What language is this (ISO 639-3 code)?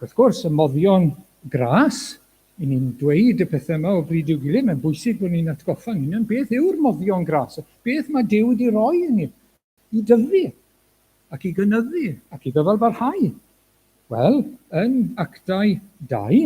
cym